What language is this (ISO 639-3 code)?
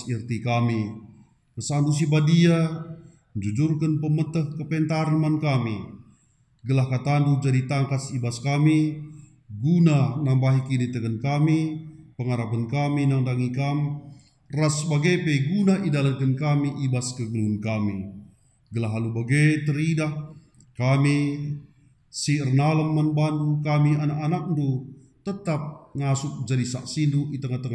btx